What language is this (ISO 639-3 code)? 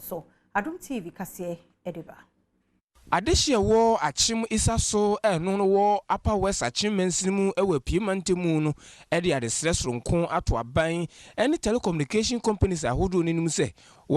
aka